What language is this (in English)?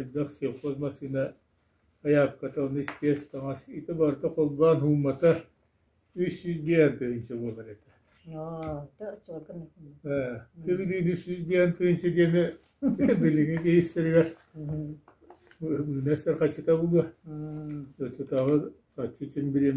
Yakut